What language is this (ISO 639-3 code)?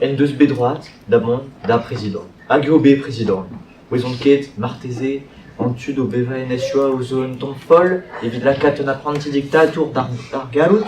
bre